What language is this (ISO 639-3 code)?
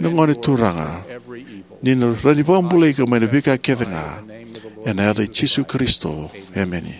fij